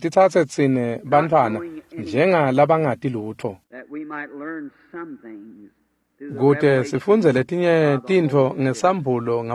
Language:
Swati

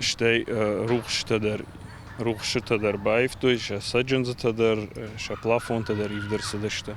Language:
Ossetic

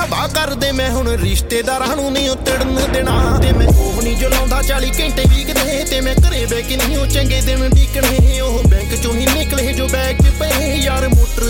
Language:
Punjabi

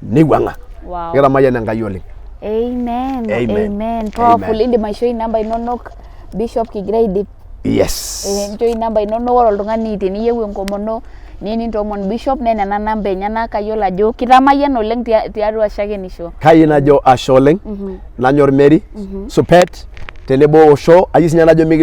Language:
Masai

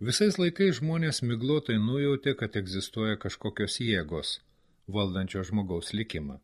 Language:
Lithuanian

